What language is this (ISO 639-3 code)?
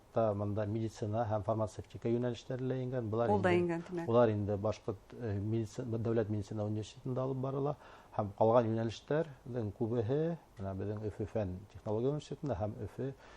bak